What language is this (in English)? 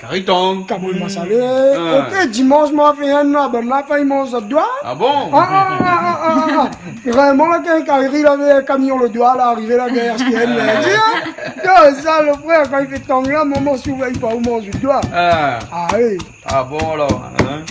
Réunion Creole French